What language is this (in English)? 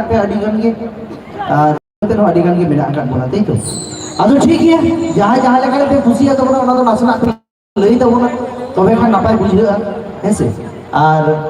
Santali